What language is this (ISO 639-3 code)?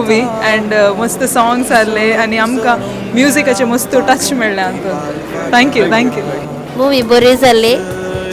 kok